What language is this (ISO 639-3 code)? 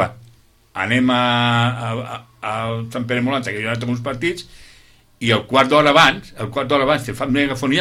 cat